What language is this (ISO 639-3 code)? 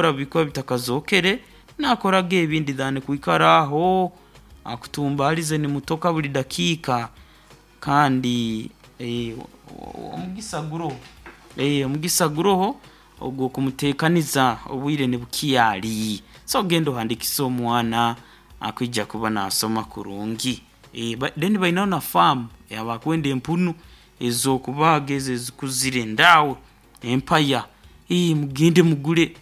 nyo